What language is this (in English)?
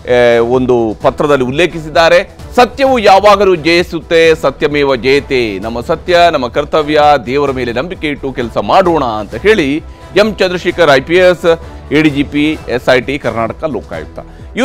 Kannada